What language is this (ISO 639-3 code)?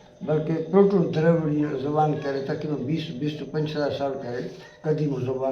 brh